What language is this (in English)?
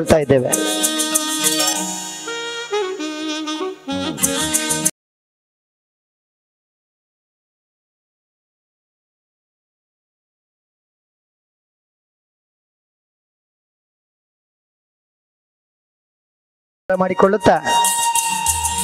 Kannada